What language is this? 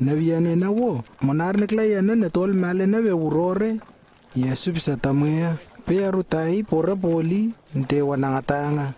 Lewo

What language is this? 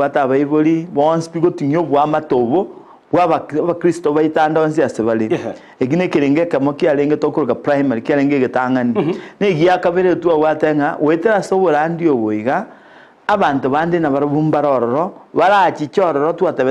Gusii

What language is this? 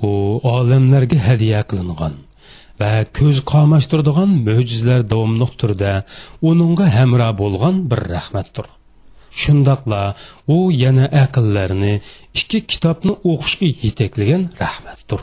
Uyghur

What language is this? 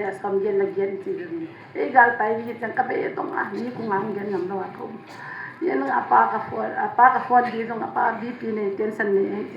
Tedim Chin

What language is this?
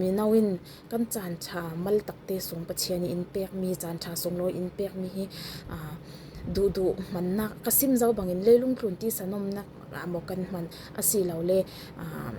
Falam Chin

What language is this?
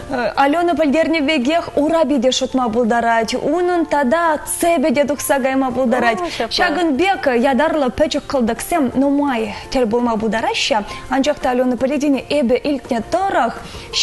Chuvash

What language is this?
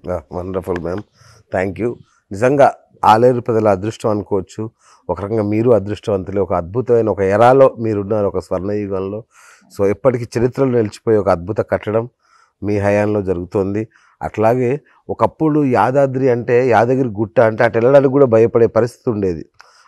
Telugu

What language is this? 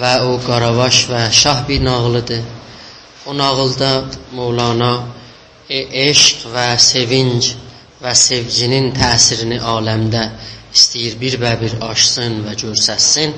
South Azerbaijani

